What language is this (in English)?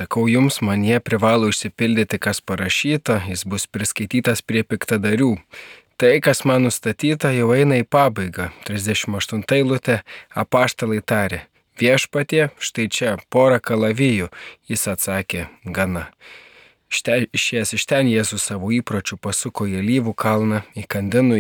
Lithuanian